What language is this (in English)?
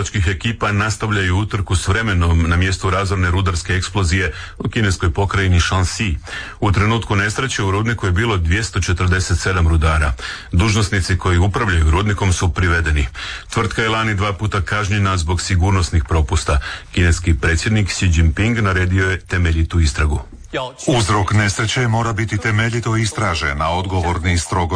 Croatian